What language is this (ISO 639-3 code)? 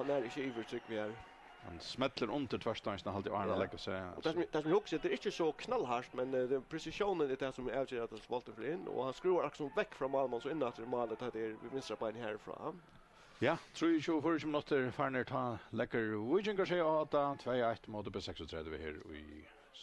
fao